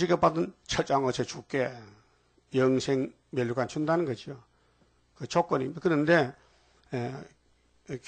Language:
Korean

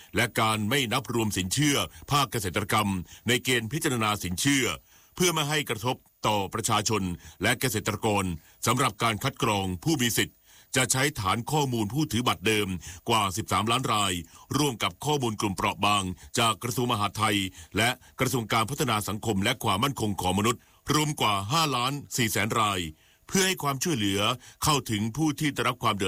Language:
Thai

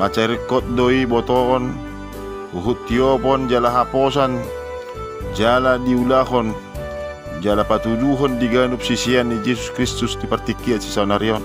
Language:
Batak Toba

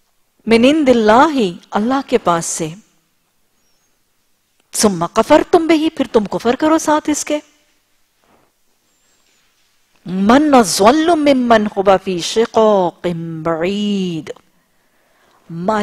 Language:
Urdu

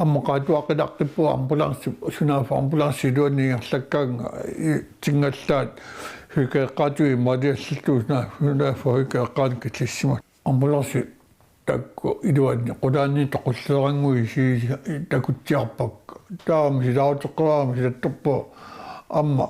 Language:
Kalaallisut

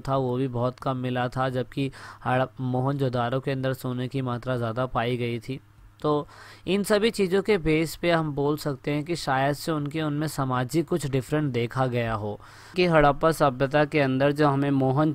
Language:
Hindi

